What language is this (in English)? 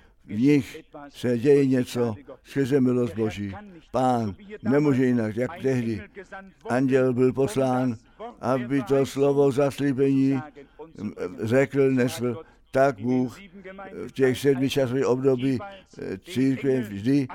Czech